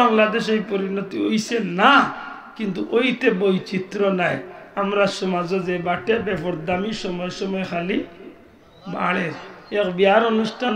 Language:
Sylheti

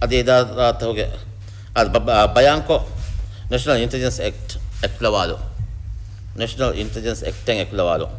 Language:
Divehi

